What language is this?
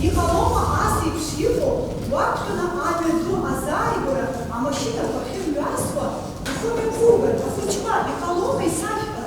Abkhazian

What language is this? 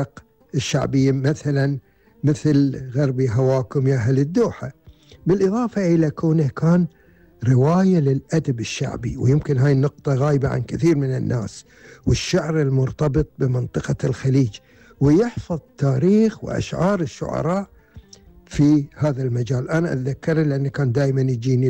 Gulf Arabic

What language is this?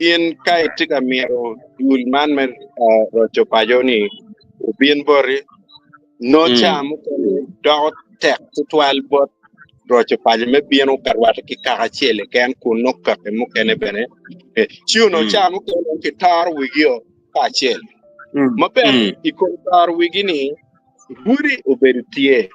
Acoli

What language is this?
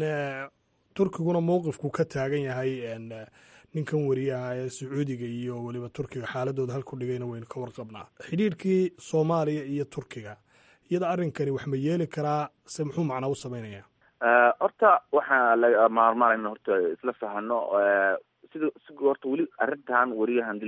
Somali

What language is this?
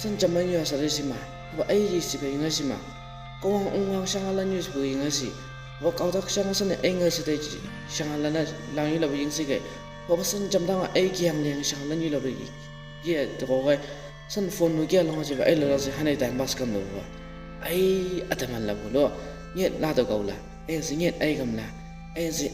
Chang Naga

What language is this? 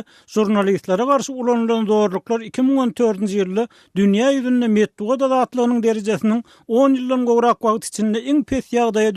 Turkmen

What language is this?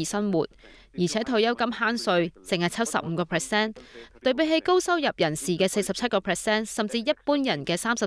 Cantonese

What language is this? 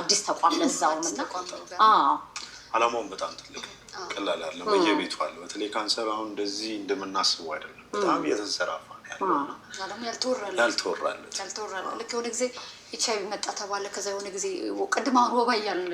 Amharic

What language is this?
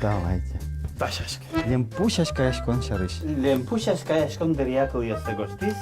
Udmurt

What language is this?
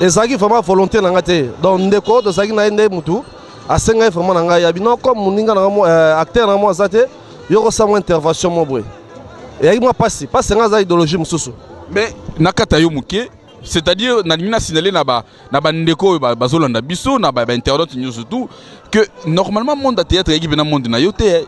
Lingala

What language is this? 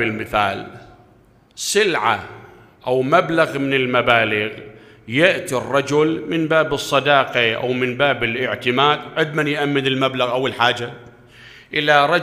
Mesopotamian Arabic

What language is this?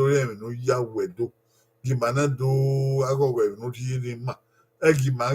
Bini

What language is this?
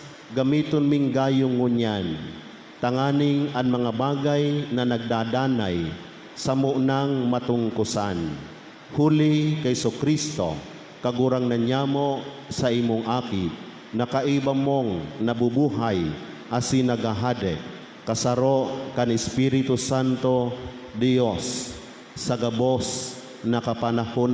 Bikol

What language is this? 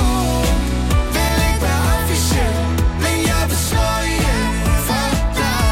Danish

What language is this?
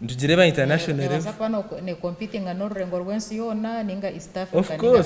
Nyankole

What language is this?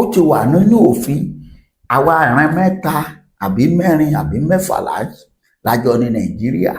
Yoruba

